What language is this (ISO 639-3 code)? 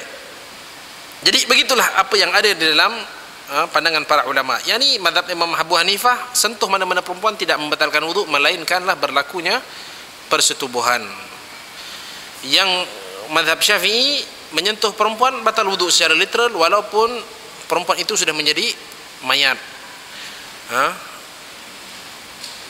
msa